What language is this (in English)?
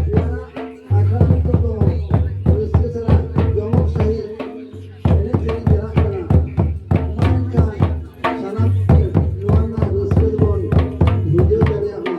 Santali